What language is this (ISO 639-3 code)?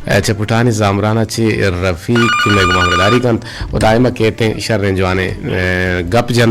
bgp